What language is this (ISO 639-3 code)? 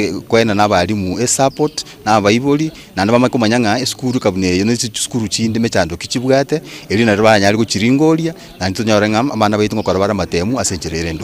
guz